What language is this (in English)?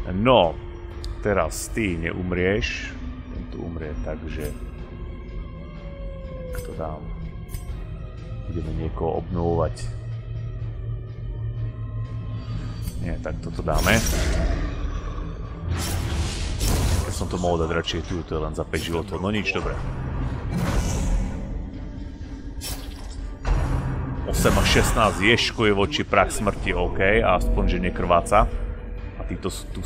Slovak